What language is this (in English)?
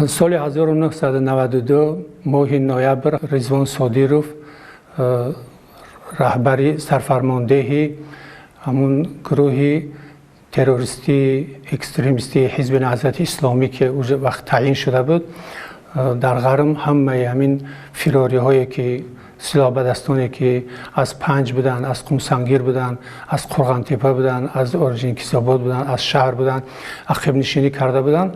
Tajik